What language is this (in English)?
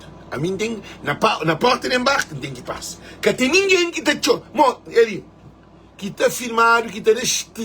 Kabuverdianu